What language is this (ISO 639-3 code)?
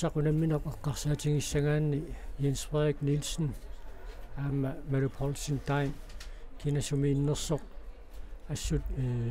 kal